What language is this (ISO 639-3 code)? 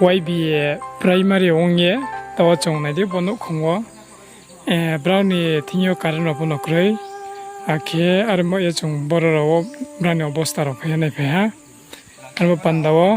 ria